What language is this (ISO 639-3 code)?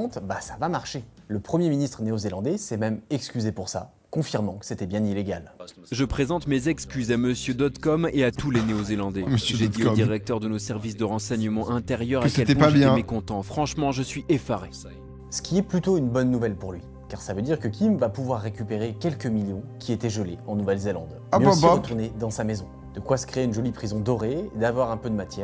fra